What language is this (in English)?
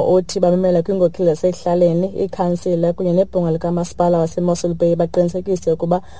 Xhosa